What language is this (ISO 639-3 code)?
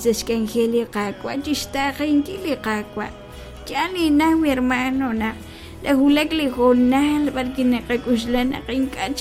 kek